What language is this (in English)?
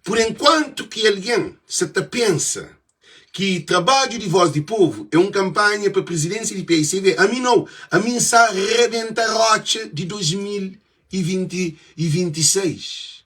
Kabuverdianu